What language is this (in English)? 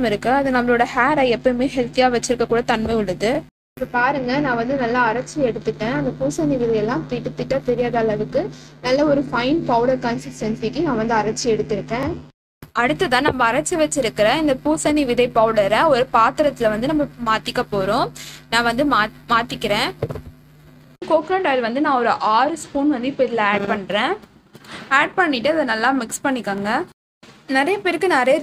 Tamil